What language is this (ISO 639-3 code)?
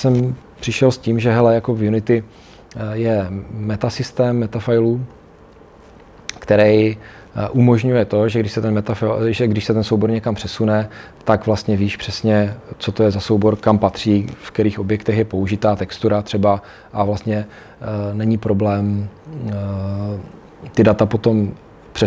ces